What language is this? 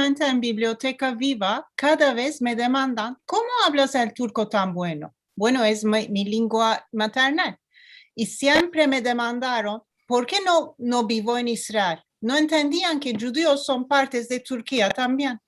Ladino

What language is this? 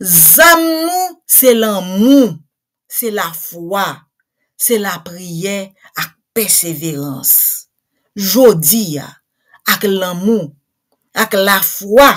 Haitian Creole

